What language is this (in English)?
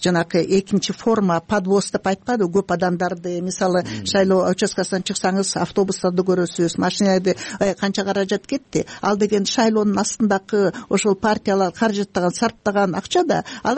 Kyrgyz